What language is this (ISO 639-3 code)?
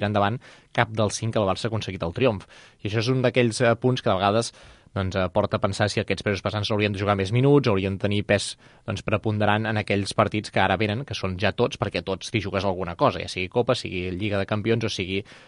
cat